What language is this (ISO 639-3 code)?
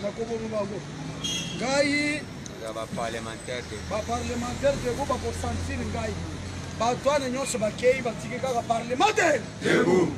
lin